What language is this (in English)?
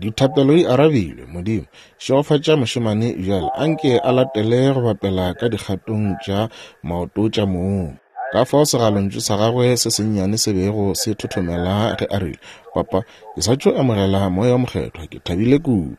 Northern Sotho